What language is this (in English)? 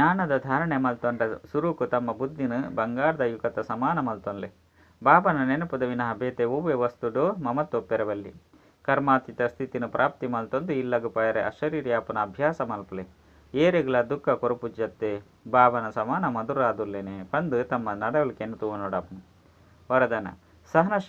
Tulu